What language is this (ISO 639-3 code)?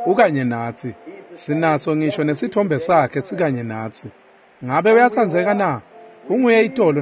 ssw